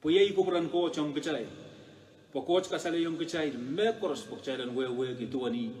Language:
Pohnpeian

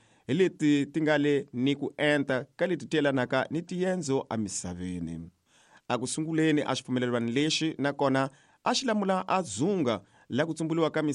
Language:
Tsonga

